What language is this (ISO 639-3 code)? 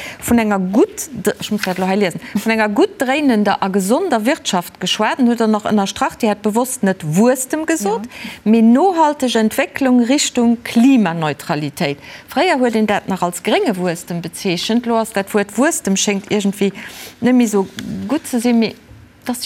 ltz